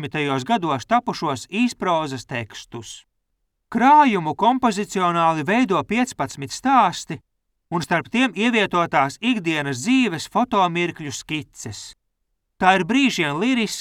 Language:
Latvian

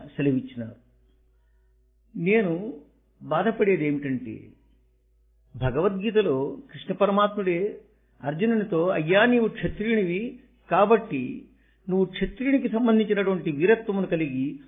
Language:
Telugu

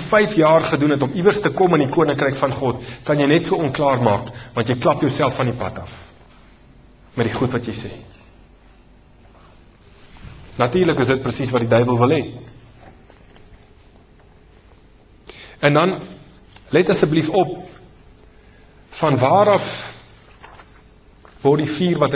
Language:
Afrikaans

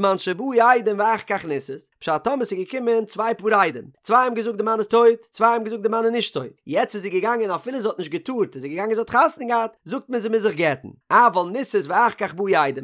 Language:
Yiddish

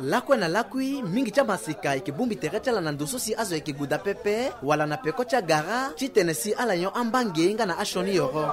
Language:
Sango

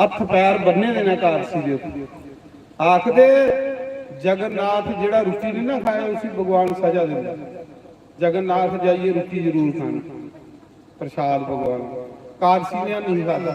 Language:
Dogri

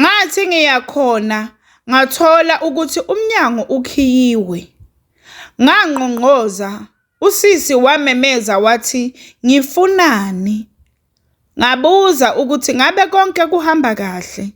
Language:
Zulu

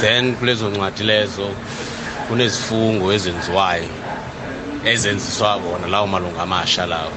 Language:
South Ndebele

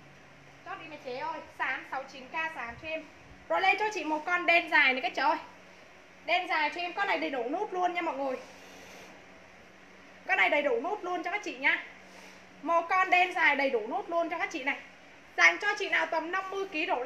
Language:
Vietnamese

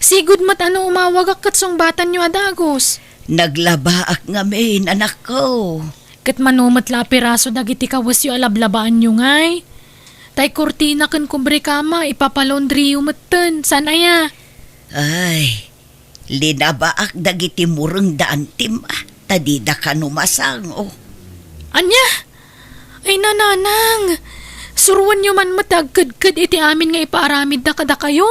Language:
Iloko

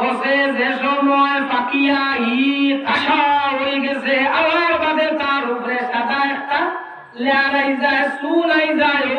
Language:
Sylheti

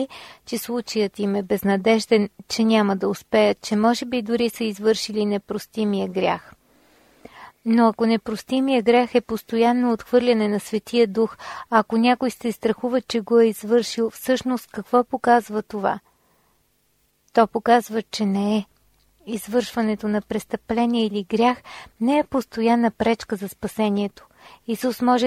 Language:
Bulgarian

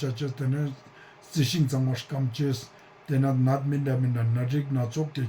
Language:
Ladakhi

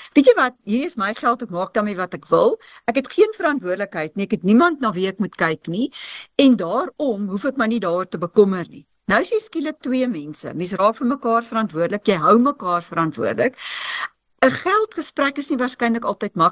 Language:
Afrikaans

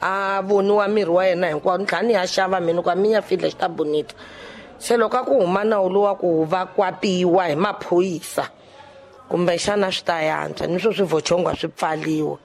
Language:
Tsonga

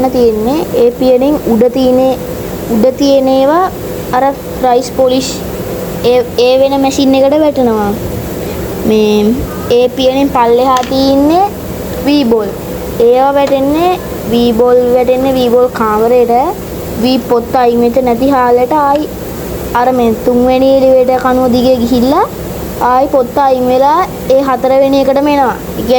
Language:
Sinhala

